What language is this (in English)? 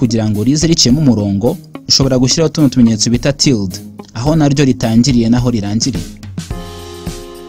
Kinyarwanda